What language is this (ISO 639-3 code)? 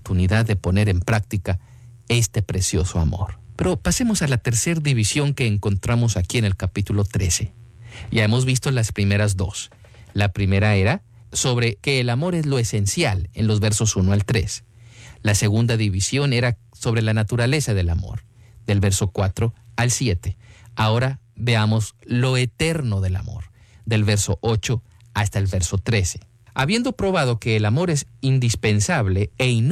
spa